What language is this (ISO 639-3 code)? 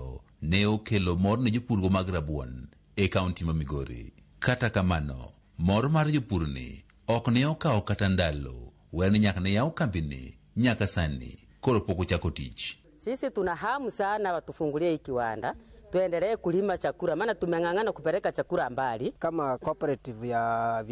luo